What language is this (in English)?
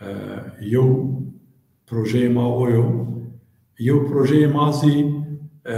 Zaza